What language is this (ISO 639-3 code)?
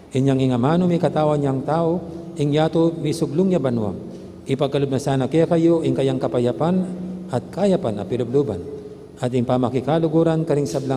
pam